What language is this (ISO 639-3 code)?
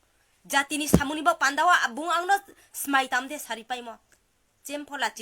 ria